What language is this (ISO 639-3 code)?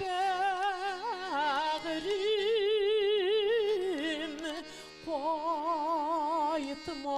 bak